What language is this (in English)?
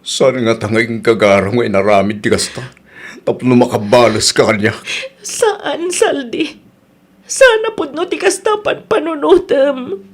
Iloko